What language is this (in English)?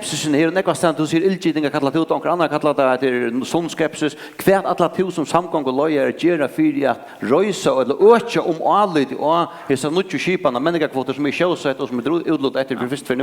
Faroese